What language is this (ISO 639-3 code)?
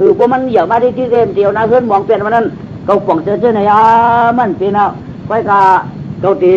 shn